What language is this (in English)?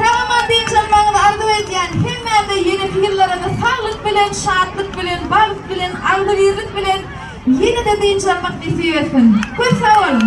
Turkmen